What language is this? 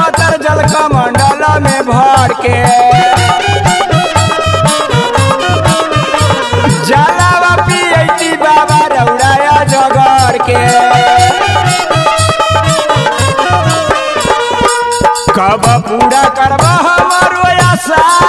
Bhojpuri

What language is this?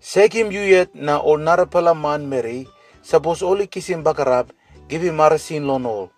Tok Pisin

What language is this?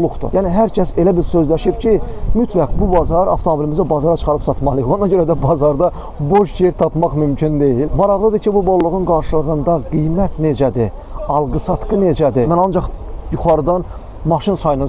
Azerbaijani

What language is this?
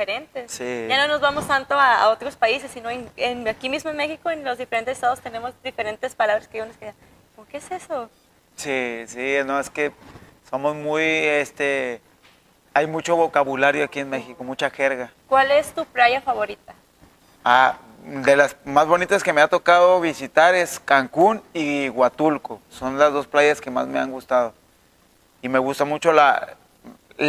Spanish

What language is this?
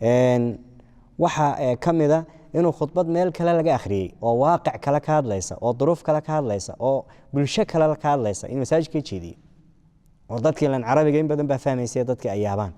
Somali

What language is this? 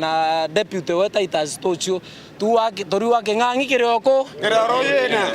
Meru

